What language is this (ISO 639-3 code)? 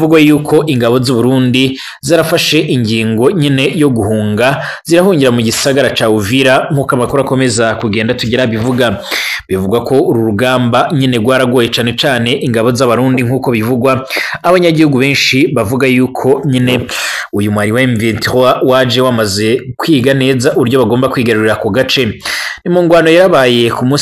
run